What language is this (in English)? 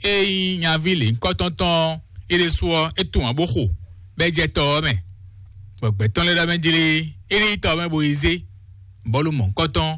Fon